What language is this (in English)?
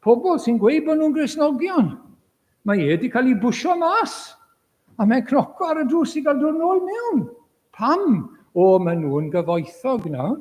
Welsh